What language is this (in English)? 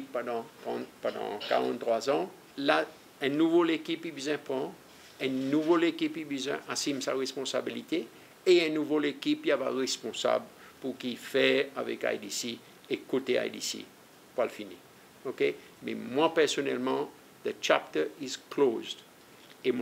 Seselwa Creole French